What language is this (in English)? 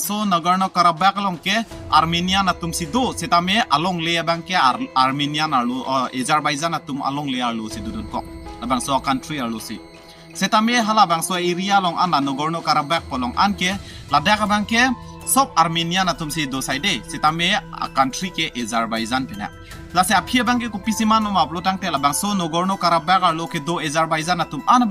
Karbi